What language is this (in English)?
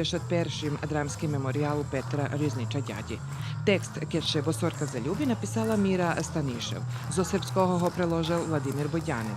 Rusyn